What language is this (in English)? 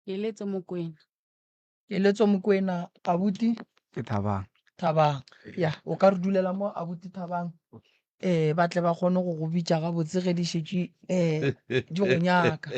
Northern Sotho